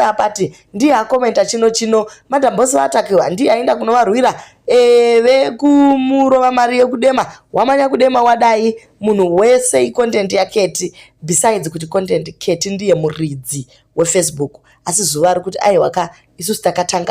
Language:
Shona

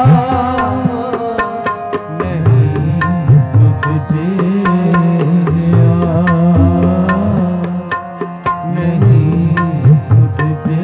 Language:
Hindi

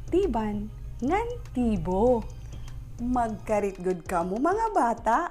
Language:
Waray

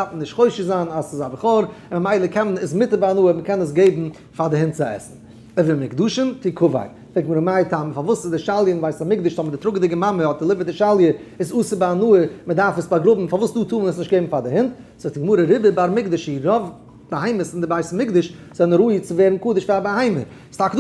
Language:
Yiddish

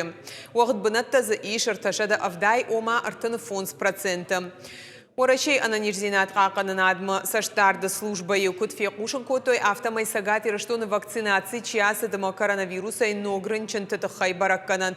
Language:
Ossetic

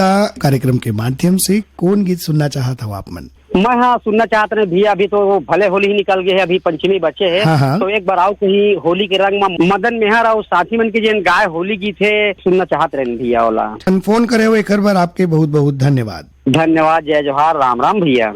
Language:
Chhattisgarhi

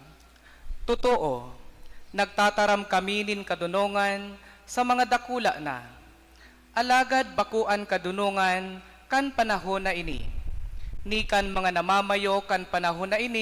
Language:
Bikol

